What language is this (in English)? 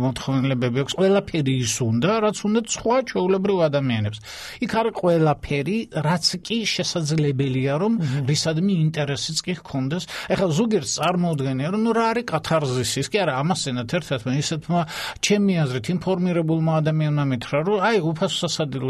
Georgian